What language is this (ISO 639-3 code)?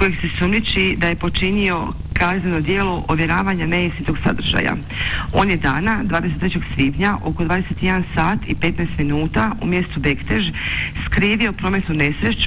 hrv